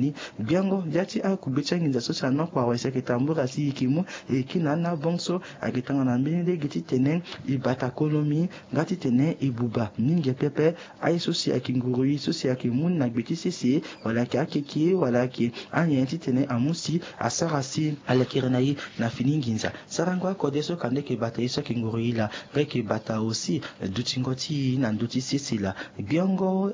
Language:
Sango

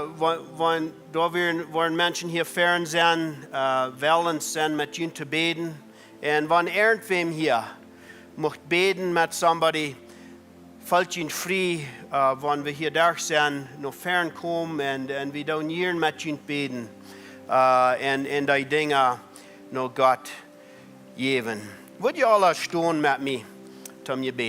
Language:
Plautdietsch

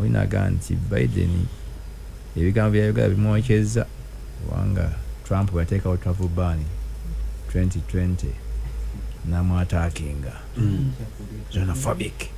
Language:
Ganda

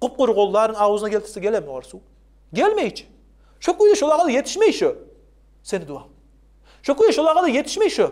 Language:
Kumyk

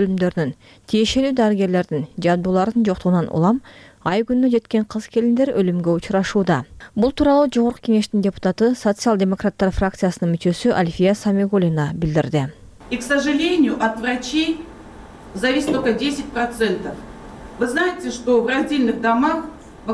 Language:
Kyrgyz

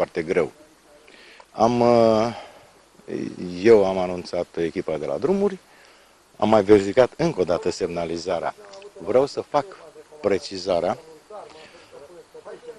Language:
Romanian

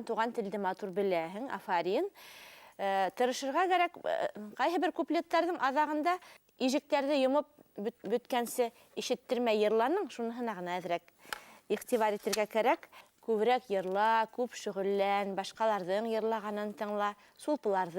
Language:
Bashkir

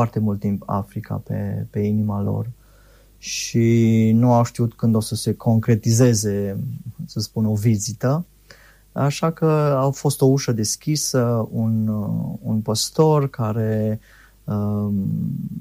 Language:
Romanian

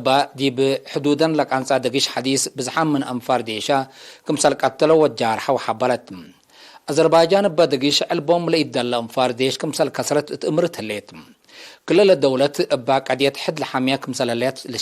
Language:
Tigre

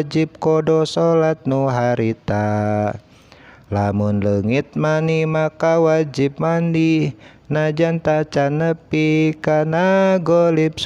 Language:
Sundanese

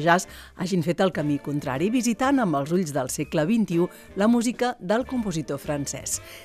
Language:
Catalan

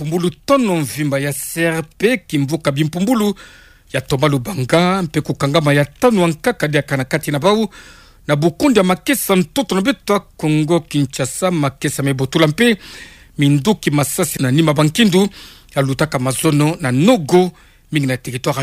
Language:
Kituba (Democratic Republic of Congo)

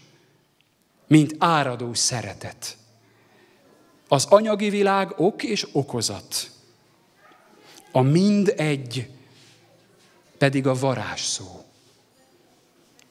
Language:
Hungarian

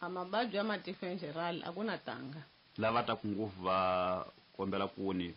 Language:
Tsonga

